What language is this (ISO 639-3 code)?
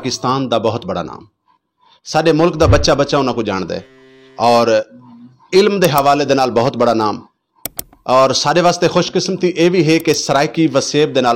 skr